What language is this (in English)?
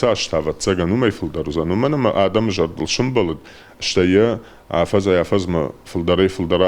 Ossetic